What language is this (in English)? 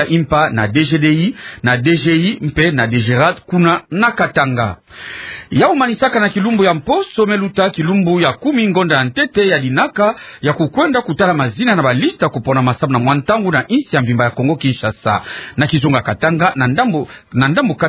Kituba (Democratic Republic of Congo)